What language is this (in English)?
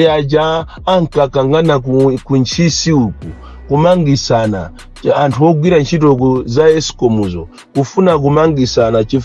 Nyanja